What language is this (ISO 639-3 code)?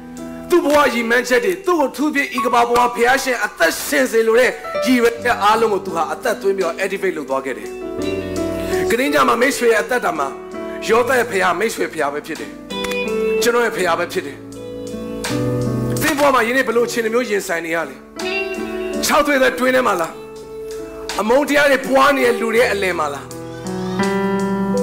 mya